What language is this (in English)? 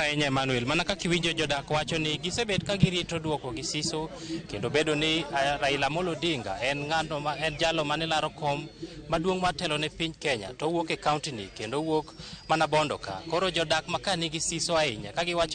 Luo (Kenya and Tanzania)